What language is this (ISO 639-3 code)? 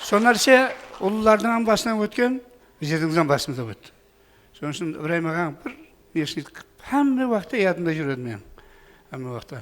kaa